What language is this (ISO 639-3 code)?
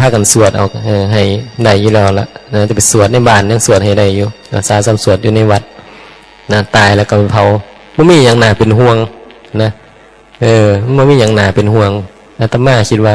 tts